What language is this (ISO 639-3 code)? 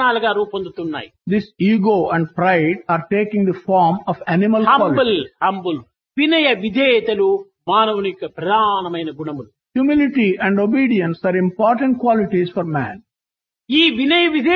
tel